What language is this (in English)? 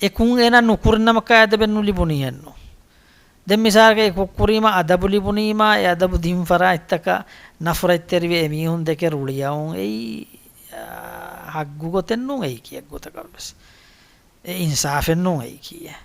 Divehi